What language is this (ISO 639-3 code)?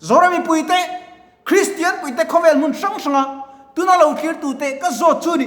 lus